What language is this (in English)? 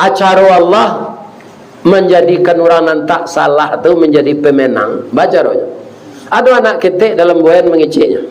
Minangkabau